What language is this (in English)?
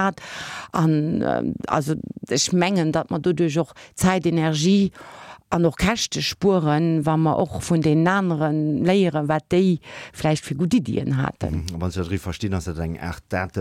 Luxembourgish